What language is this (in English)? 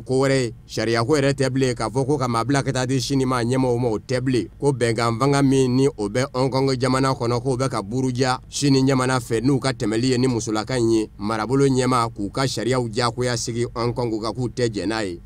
Bambara